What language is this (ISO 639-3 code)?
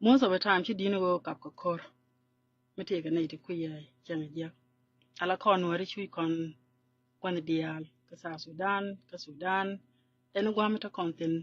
nus